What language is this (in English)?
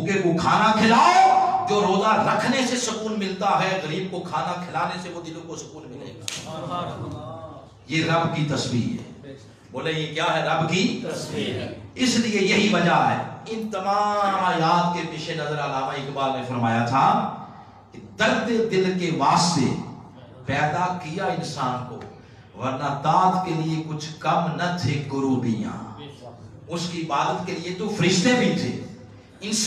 Urdu